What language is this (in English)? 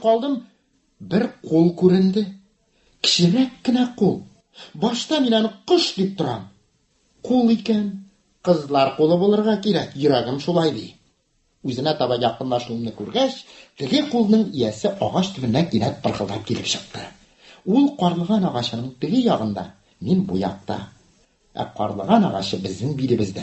Tatar